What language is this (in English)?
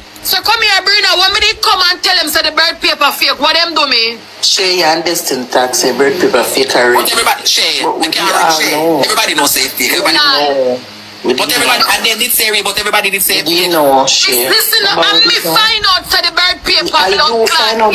Jamaican Creole English